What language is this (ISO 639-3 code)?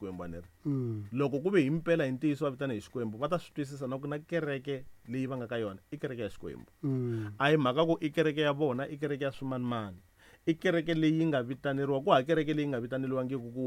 tso